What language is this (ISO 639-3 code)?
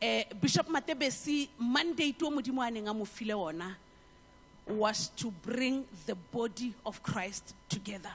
tsn